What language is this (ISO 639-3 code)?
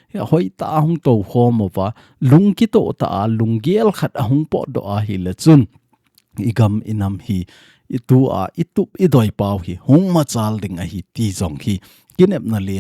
tcz